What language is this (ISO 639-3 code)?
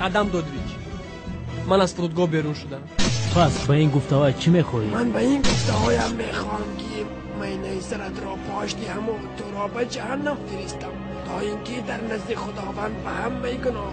tgk